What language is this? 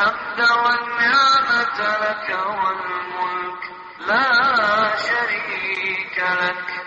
Urdu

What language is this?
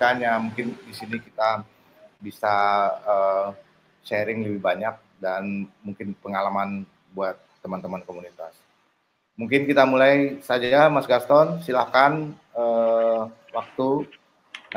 Indonesian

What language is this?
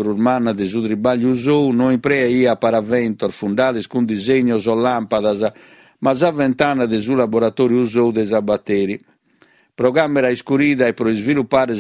Sardinian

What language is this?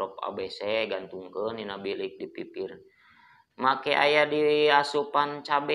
Sundanese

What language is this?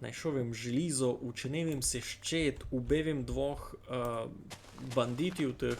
Rusyn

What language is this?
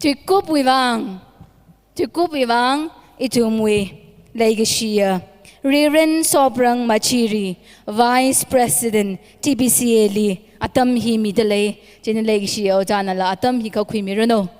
Tangkhul Naga (India)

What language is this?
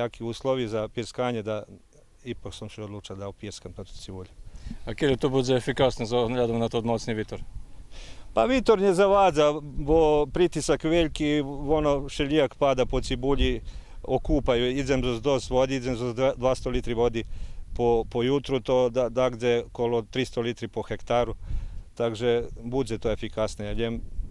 Rusyn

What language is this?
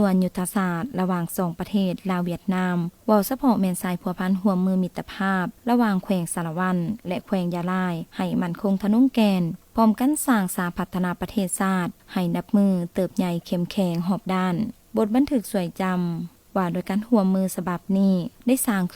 Lao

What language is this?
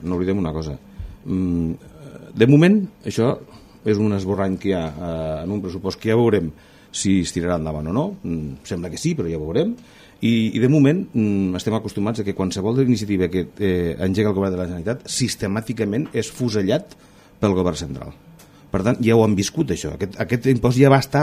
Catalan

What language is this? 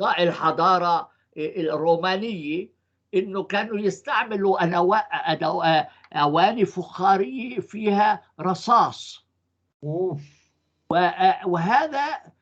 North Levantine Arabic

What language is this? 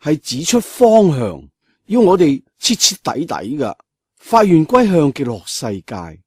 Cantonese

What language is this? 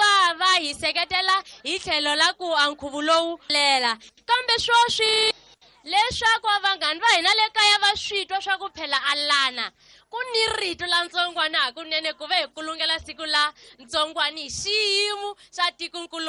Tsonga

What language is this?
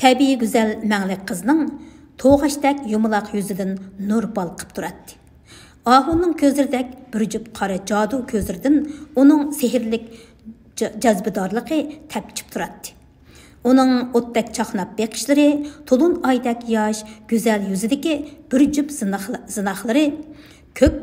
Uyghur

